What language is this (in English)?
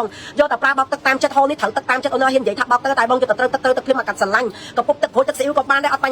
Khmer